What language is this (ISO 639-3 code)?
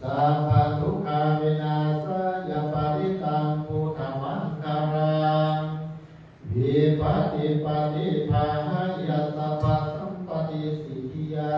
pli